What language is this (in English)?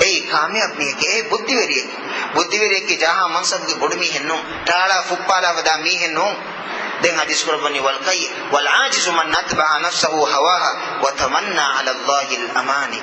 Divehi